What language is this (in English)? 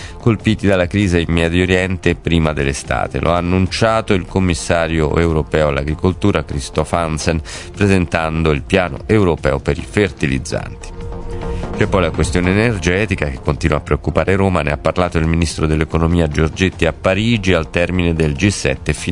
Italian